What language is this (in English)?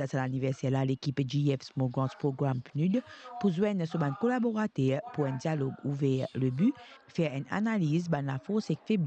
Morisyen